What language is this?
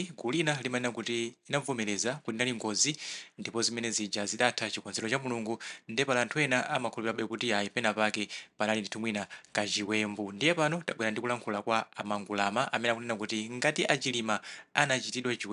Nyanja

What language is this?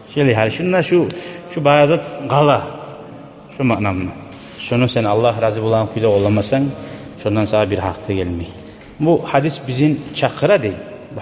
Kumyk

